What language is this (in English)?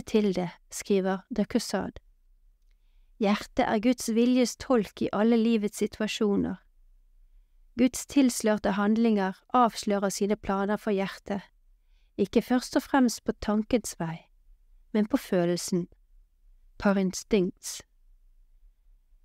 Norwegian